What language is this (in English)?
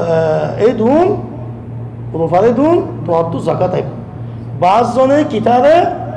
Rohingya